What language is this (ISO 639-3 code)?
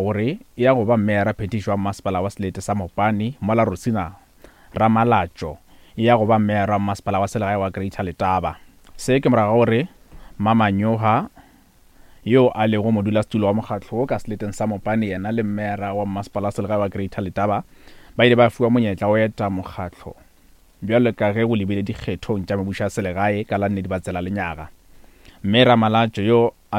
nso